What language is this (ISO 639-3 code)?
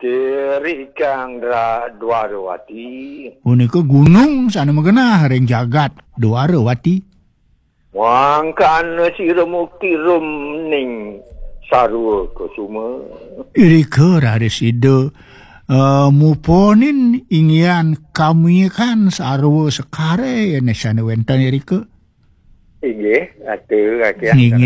ban